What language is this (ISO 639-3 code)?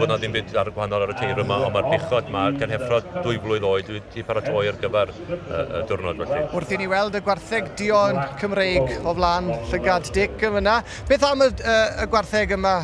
cym